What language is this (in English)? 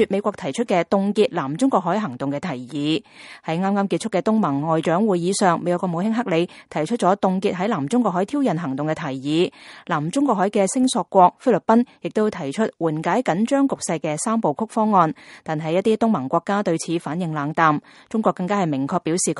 Cantonese